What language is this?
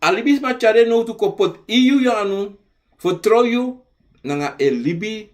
Sranan Tongo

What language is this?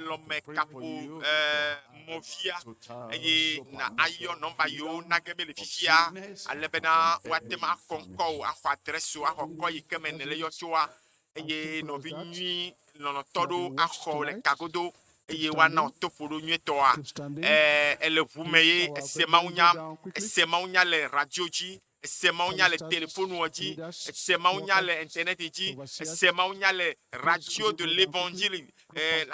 Ewe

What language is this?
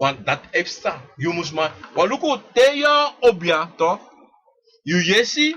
Sranan Tongo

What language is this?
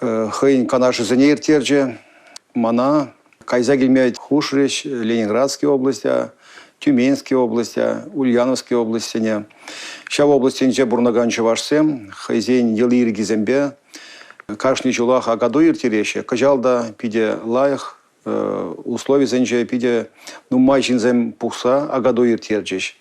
Chuvash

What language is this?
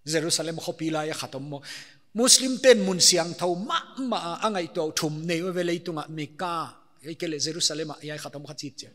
Paite Chin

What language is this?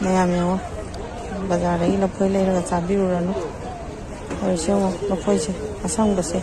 Manipuri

